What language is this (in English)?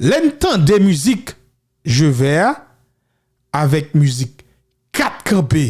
Haitian Creole